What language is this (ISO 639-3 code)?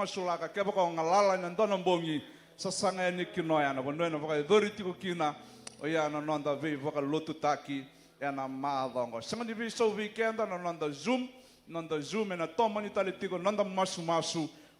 fij